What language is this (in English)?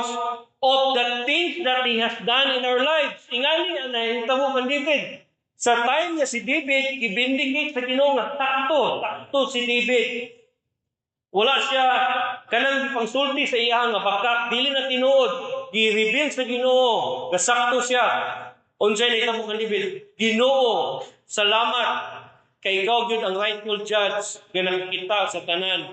Cebuano